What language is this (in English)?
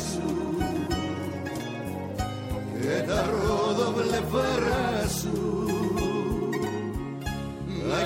Greek